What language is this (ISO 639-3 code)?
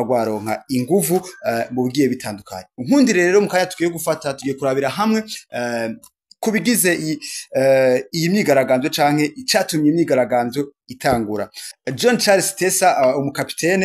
run